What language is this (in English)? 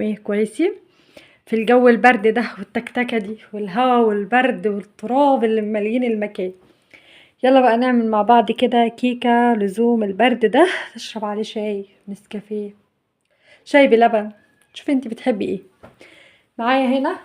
Egyptian Arabic